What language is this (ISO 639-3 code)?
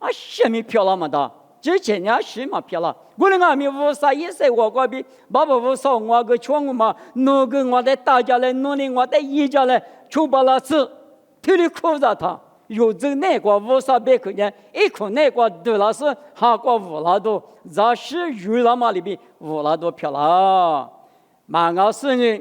lis